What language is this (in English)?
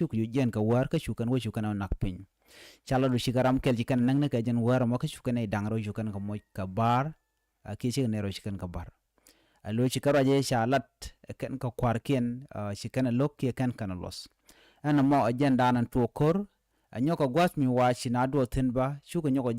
Nuer